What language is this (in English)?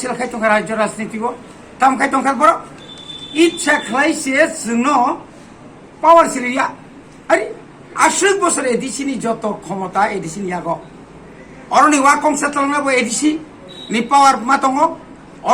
Kok Borok